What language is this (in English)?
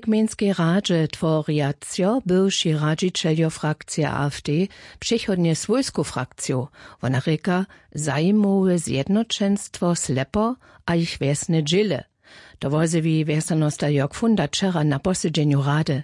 Upper Sorbian